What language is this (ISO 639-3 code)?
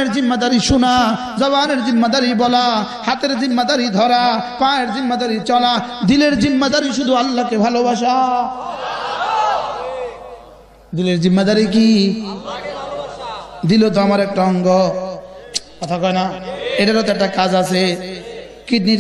ben